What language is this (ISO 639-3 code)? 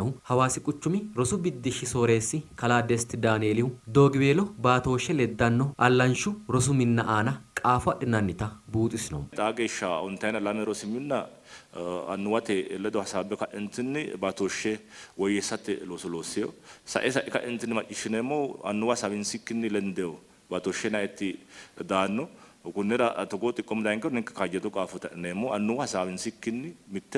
sid